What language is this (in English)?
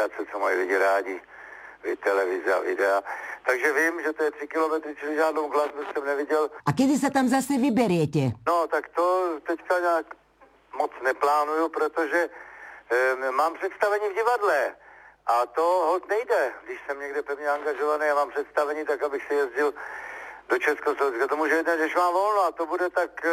Czech